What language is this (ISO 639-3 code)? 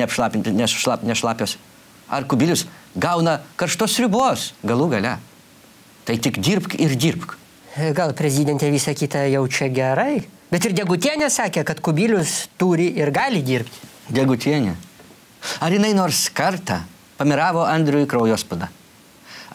lit